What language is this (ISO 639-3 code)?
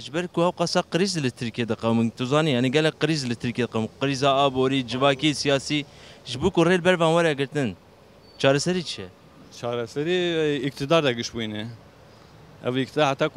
kur